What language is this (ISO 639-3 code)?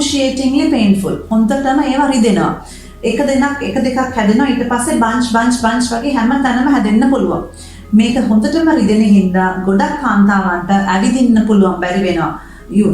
sin